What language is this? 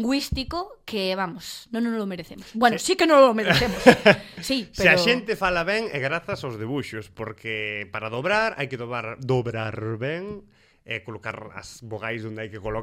Galician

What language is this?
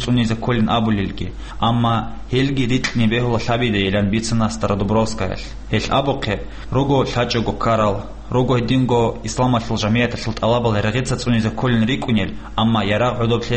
Avaric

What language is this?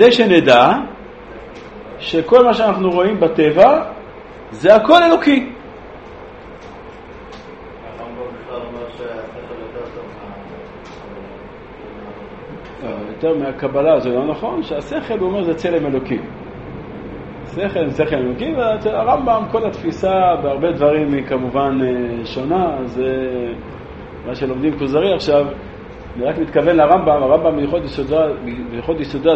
Hebrew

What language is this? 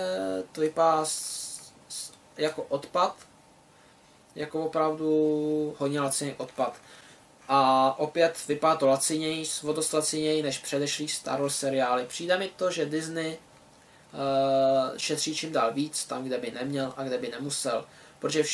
Czech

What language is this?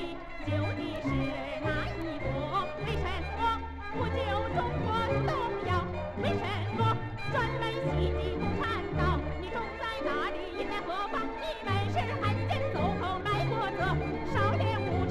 Chinese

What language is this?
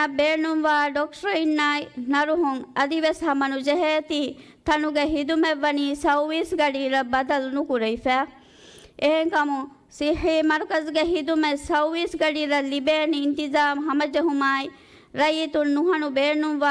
Divehi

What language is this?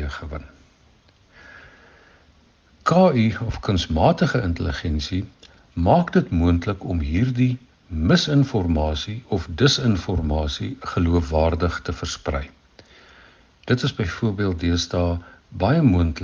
Afrikaans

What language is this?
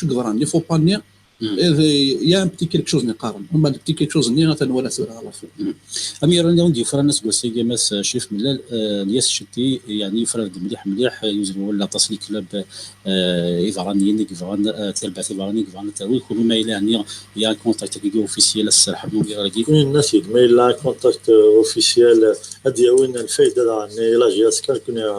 Kabyle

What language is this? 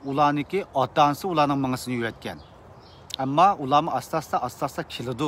Uyghur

